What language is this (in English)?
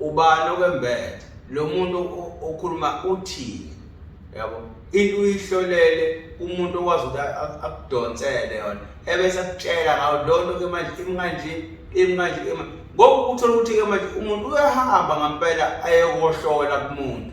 Zulu